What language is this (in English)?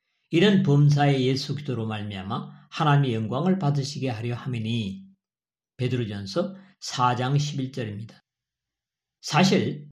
Korean